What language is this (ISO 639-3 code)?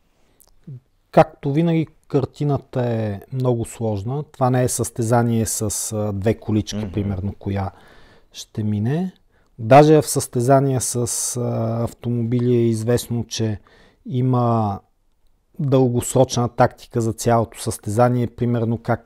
bul